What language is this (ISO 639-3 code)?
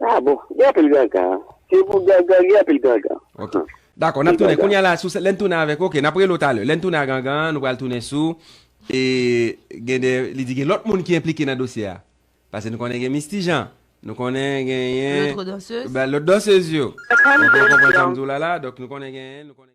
hat